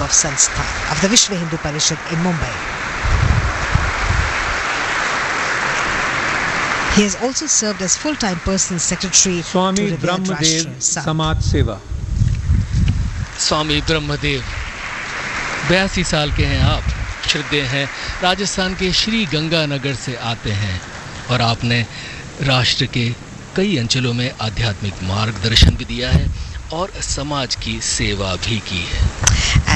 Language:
Hindi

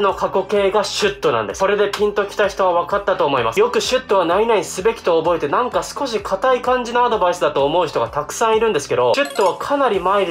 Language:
Japanese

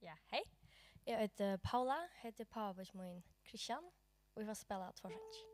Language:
Faroese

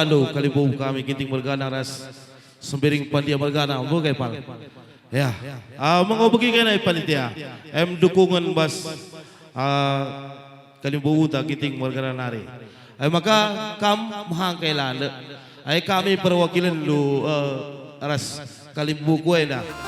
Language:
Batak Karo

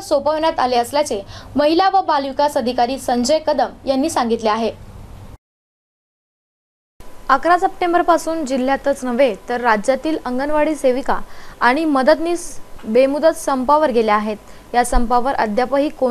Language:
Marathi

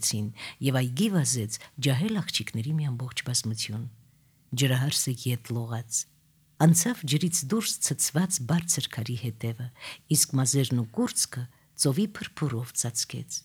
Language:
Armenian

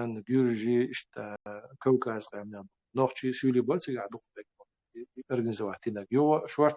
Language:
Chechen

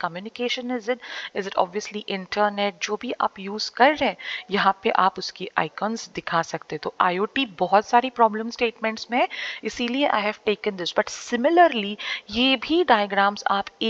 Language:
Hindi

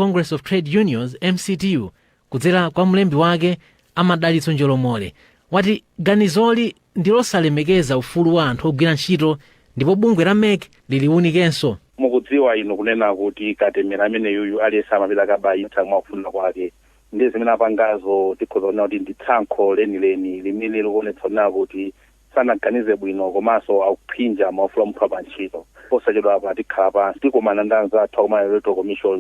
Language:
Nyanja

